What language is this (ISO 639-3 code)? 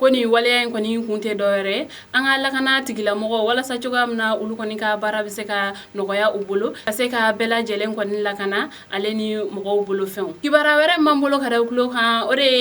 bam